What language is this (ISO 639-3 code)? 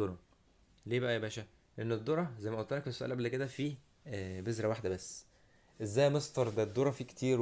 arz